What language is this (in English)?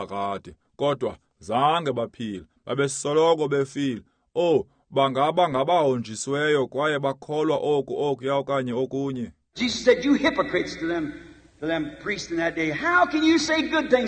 Xhosa